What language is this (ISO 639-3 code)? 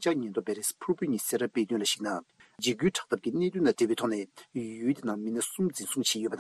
bod